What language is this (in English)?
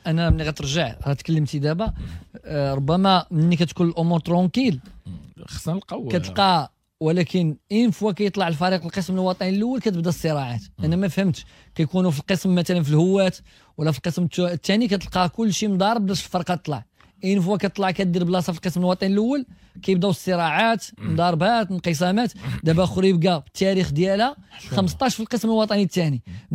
Moroccan Arabic